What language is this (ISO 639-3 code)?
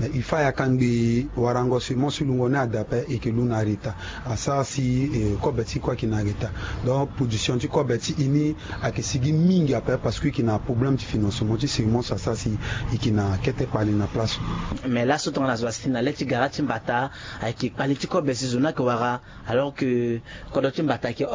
sag